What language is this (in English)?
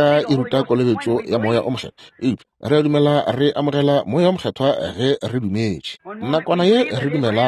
Northern Sotho